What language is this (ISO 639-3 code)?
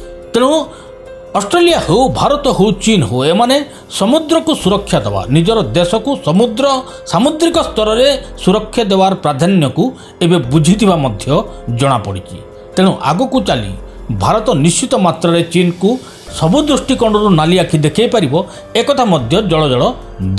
ori